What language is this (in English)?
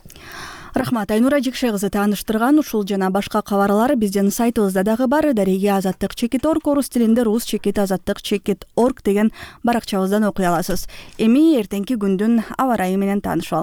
Kyrgyz